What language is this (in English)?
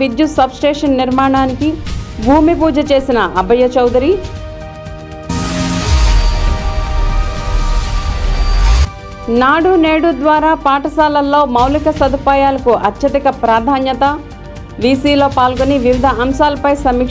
Telugu